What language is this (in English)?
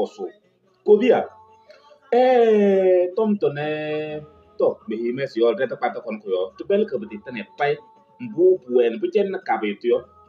Kabiyè